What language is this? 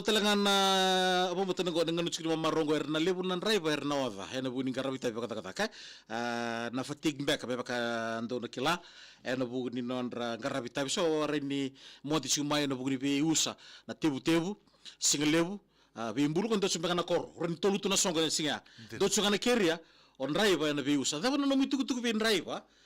Fijian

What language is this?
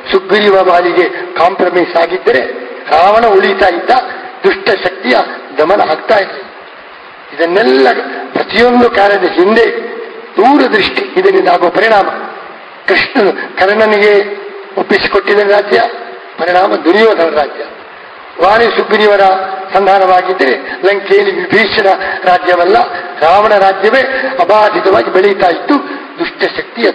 Kannada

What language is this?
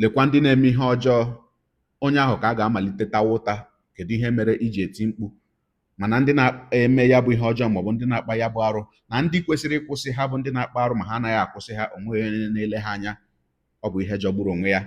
Igbo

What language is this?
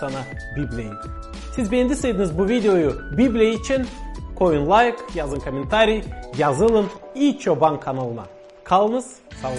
Gagauz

